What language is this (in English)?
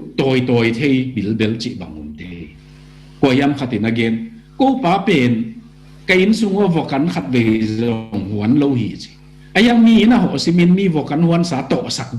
Tedim Chin